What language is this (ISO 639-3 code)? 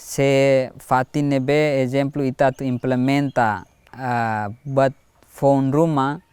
tet